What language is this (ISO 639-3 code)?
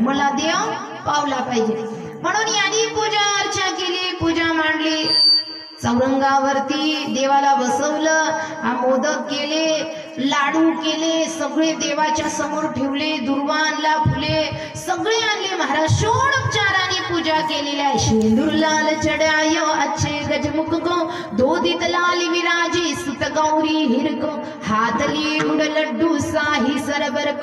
mar